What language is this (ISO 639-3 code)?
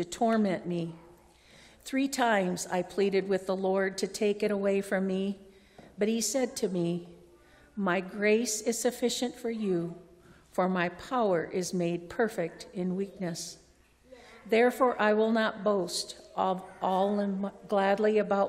eng